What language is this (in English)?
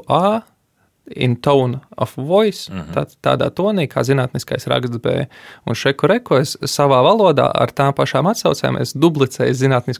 Latvian